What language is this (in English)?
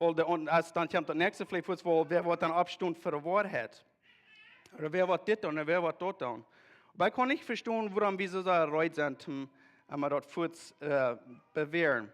Plautdietsch